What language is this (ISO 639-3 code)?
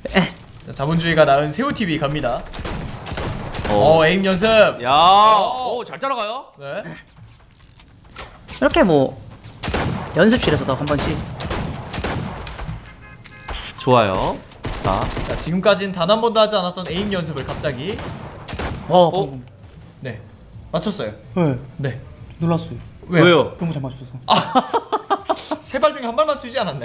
kor